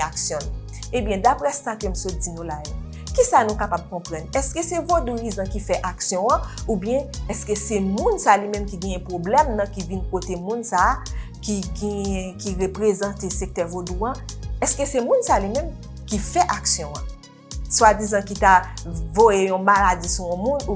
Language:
Haitian Creole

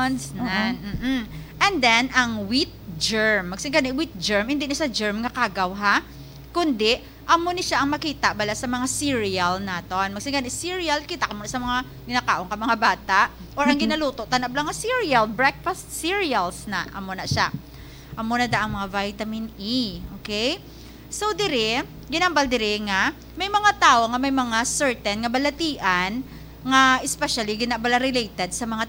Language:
Hiligaynon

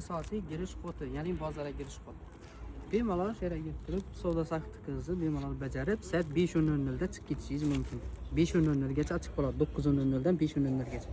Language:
Uzbek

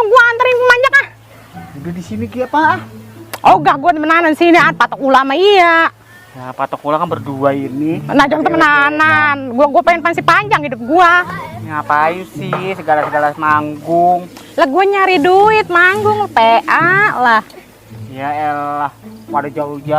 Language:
Betawi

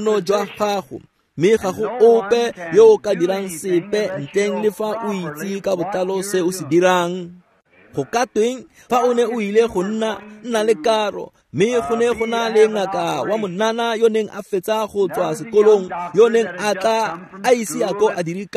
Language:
Tswana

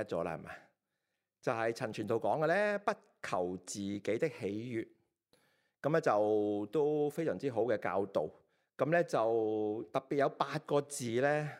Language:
Cantonese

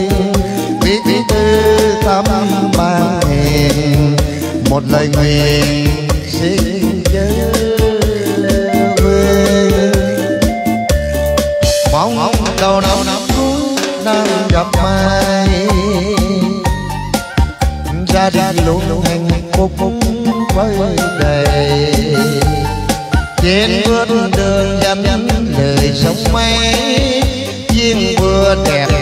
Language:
Vietnamese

